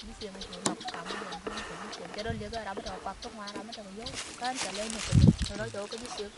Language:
Nuer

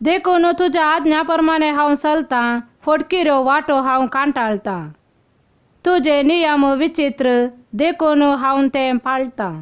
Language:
Konkani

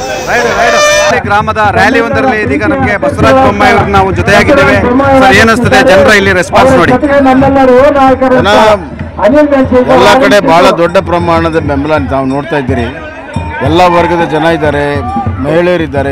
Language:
Kannada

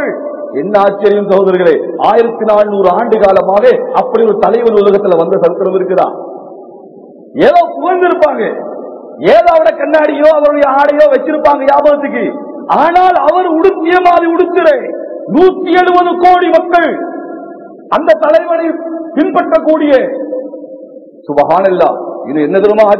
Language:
Tamil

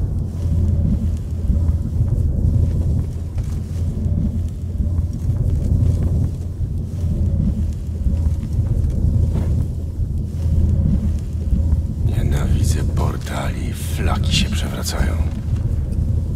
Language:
Polish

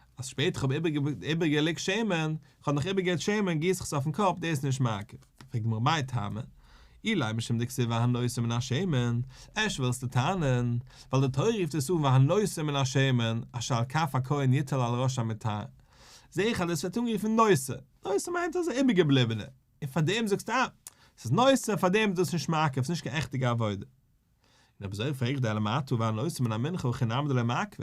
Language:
Yiddish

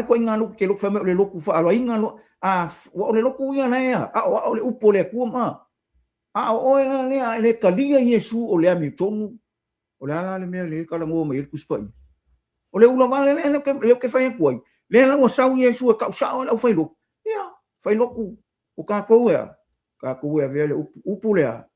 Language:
Samoan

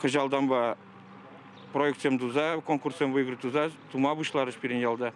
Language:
Chuvash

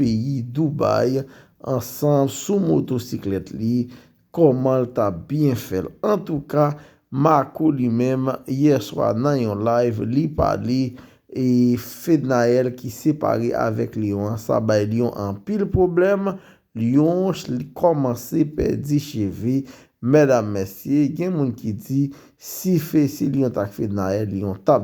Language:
Haitian Creole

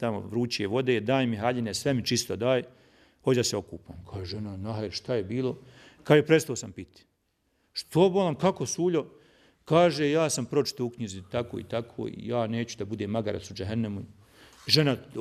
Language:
Bosnian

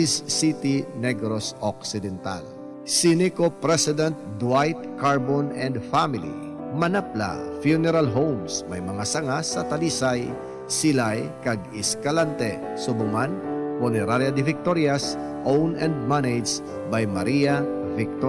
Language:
Hiligaynon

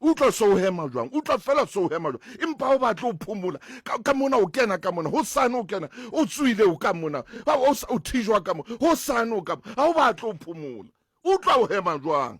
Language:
Southern Sotho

